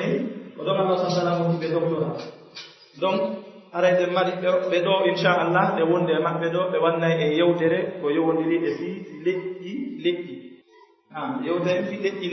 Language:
Pular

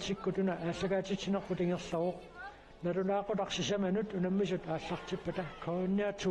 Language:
Kalaallisut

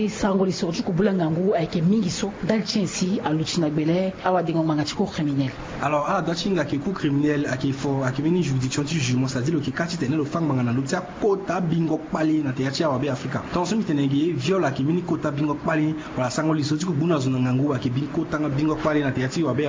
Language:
Sango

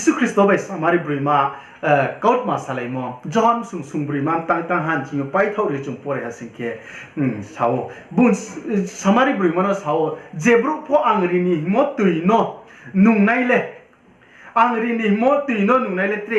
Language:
Riang (India)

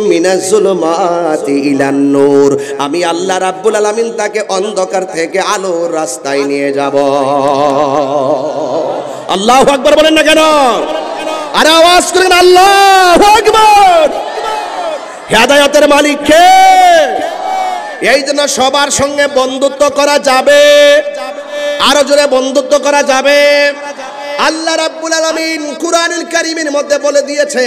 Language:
Bangla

